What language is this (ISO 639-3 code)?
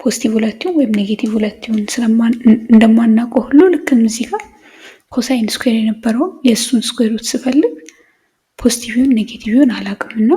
amh